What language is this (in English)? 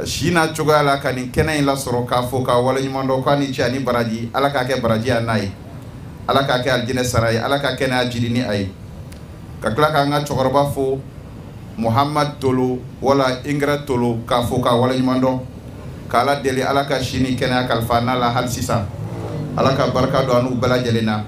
Bambara